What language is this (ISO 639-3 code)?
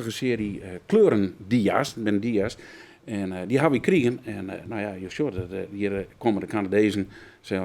fry